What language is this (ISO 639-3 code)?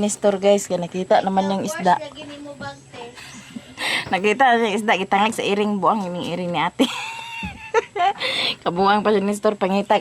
ceb